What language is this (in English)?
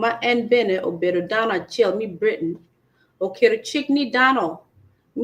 Acoli